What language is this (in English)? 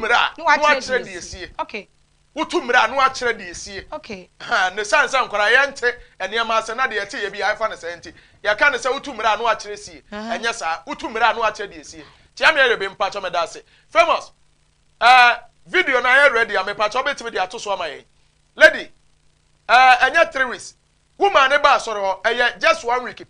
Akan